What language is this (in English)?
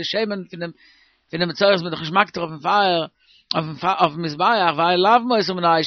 Yiddish